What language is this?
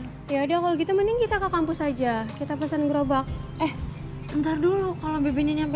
Betawi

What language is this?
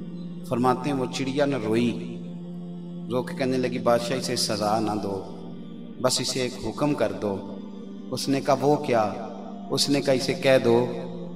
Urdu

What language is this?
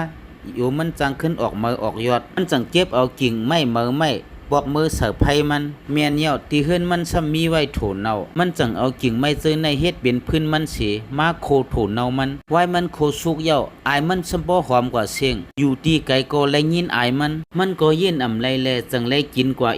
Shan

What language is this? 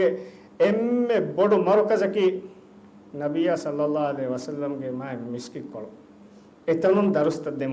Divehi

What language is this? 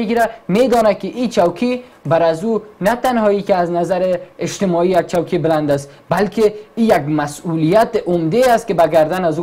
Persian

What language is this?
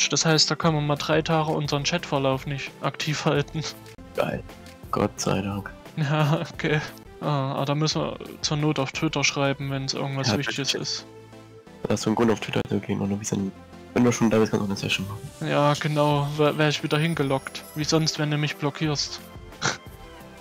German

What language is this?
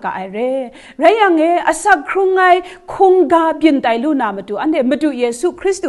Kachin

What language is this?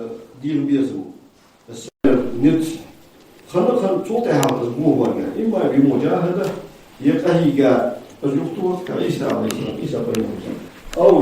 Ingush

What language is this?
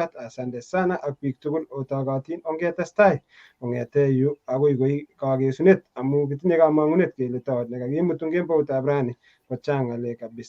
Kalenjin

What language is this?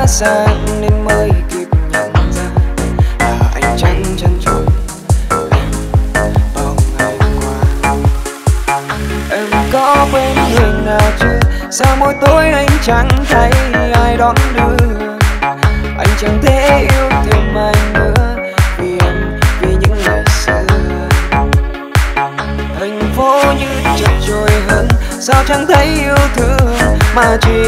Vietnamese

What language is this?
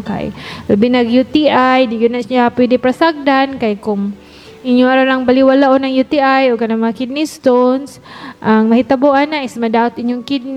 Cebuano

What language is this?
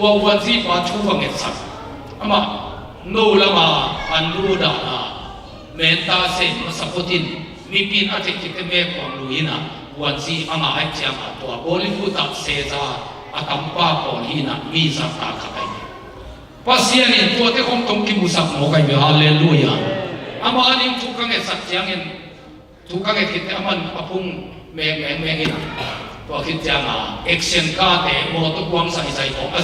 Tedim Chin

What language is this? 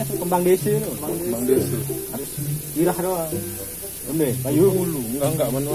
Sasak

